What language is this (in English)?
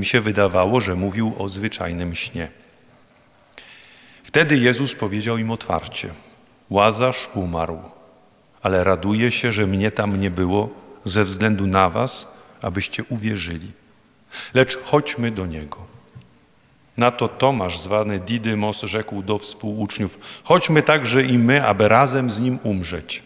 Polish